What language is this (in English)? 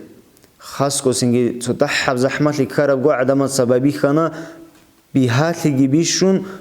Avaric